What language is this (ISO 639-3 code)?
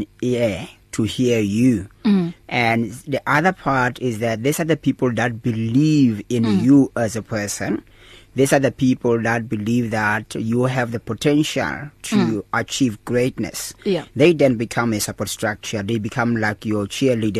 eng